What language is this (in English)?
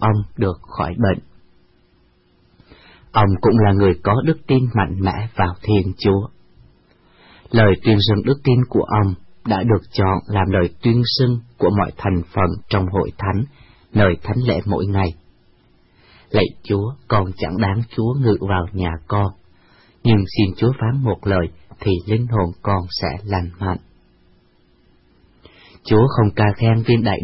Vietnamese